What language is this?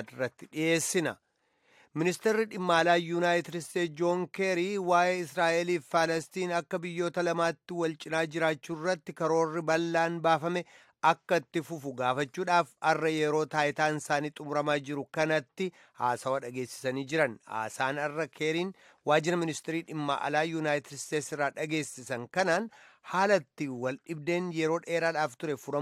Oromo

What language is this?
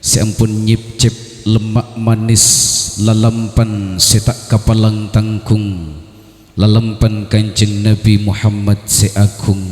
Madurese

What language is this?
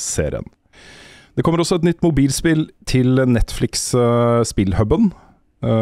Norwegian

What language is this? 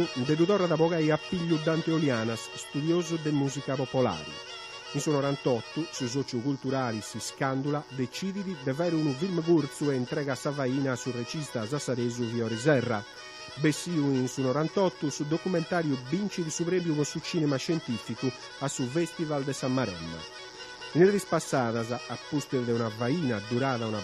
Sardinian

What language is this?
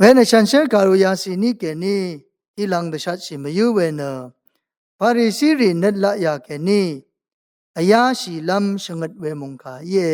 Rawang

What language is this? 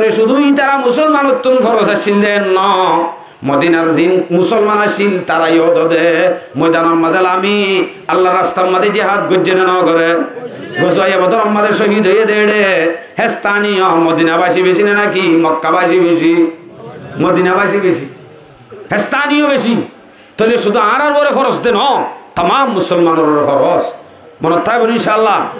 Rohingya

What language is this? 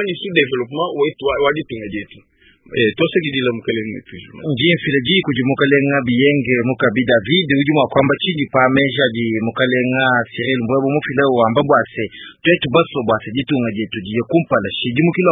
Luba-Lulua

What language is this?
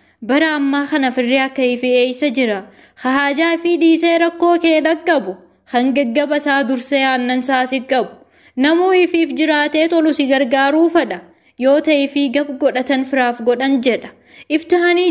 Oromo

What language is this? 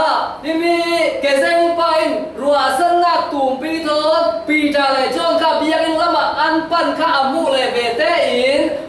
Falam Chin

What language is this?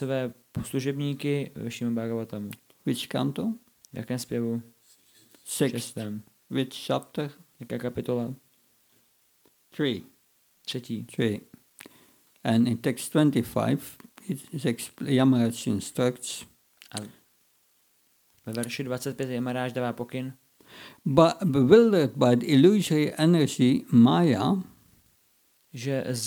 Czech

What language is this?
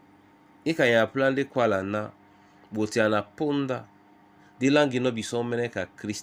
Duala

